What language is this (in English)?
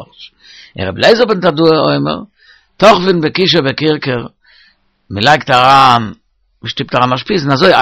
Yiddish